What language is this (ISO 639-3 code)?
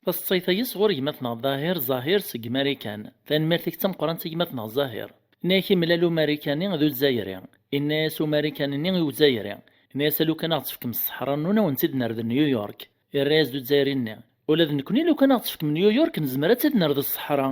kab